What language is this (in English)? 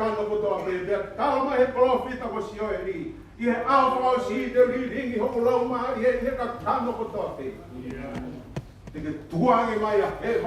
Tongan